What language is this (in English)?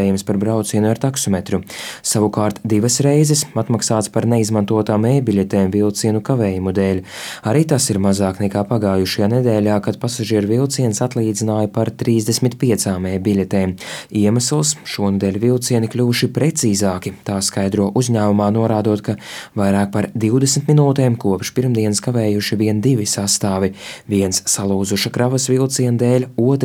Latvian